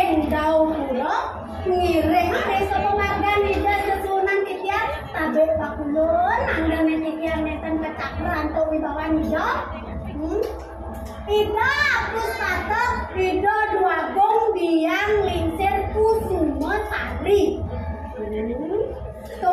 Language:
Balinese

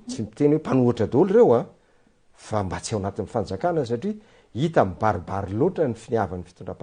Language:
Malagasy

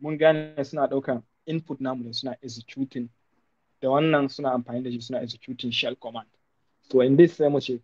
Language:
Hausa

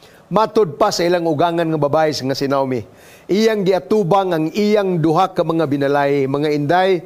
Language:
Cebuano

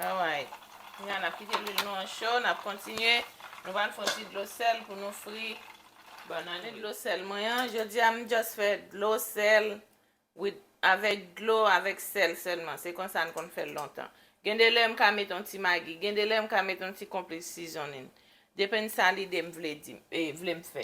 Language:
Haitian Creole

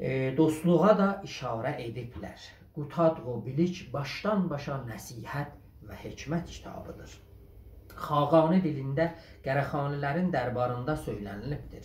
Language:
South Azerbaijani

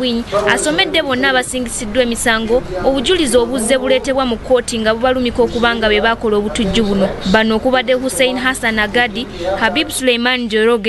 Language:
Ganda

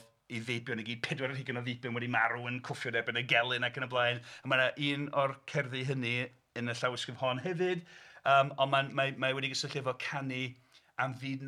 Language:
Welsh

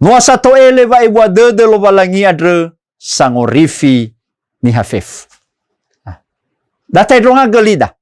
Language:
Nias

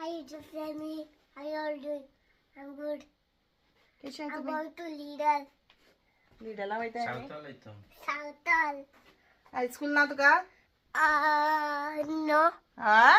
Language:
Konkani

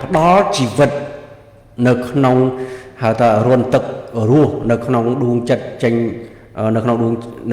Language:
Khmer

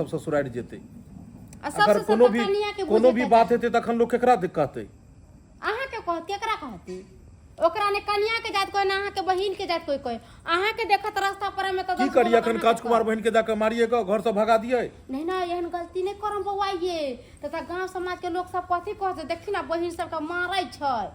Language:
Maithili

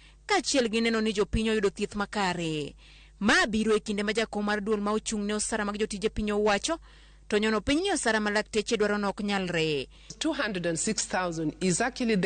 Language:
Luo (Kenya and Tanzania)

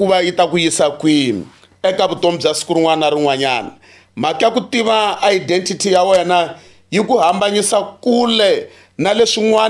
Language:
Tsonga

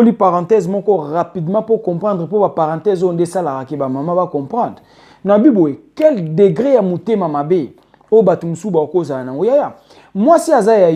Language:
Lingala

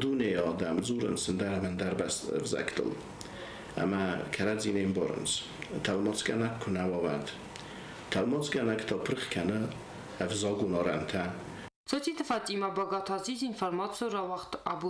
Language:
Ossetic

